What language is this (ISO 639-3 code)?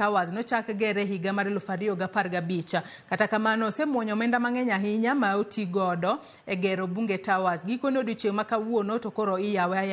luo